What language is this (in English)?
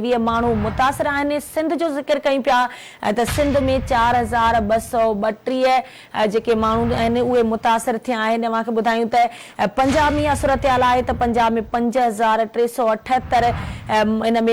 Sindhi